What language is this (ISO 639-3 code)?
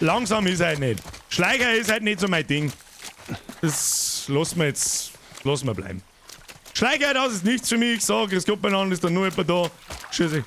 bar